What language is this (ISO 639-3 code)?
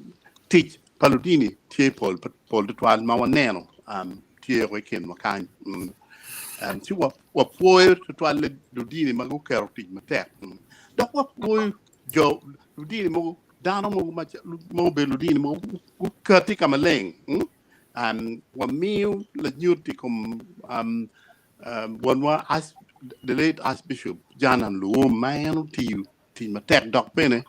ach